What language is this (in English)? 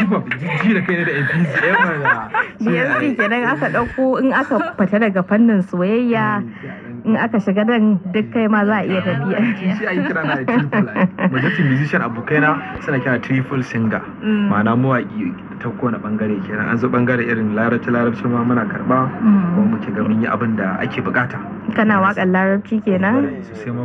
Hausa